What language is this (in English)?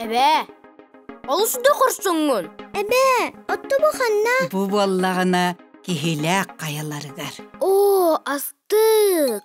Yakut